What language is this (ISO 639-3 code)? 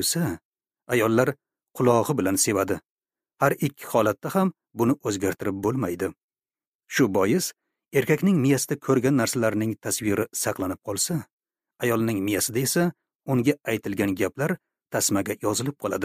uzb